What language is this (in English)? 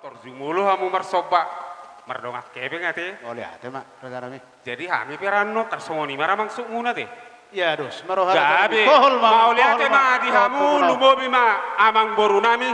Batak Toba